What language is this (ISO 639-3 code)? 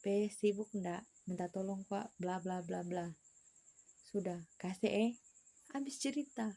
xmm